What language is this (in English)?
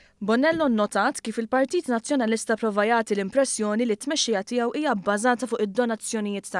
Maltese